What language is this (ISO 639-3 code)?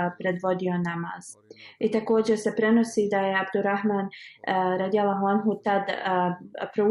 bos